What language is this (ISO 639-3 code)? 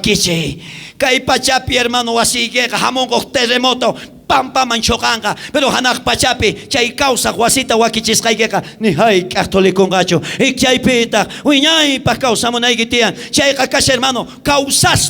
quh